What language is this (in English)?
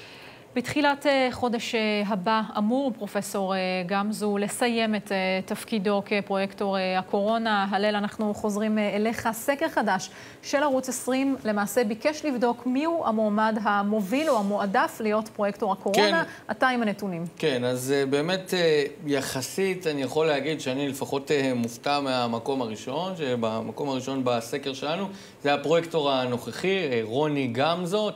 Hebrew